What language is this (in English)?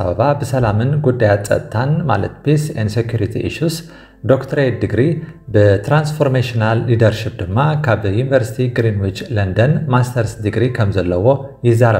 Tigrinya